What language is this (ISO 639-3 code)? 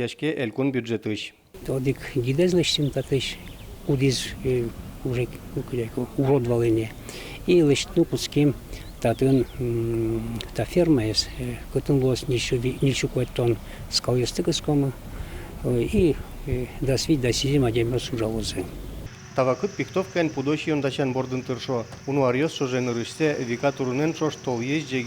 udm